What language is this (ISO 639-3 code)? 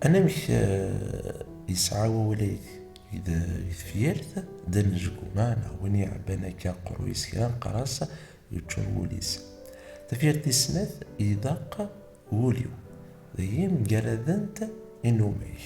kab